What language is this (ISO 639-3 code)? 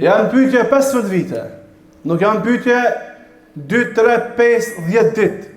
sqi